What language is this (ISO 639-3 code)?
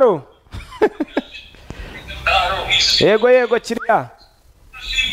kin